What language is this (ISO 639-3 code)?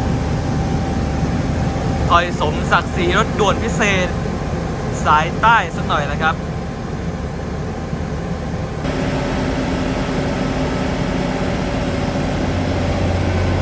tha